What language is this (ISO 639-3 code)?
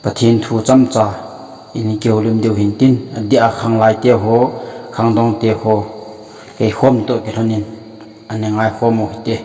tcz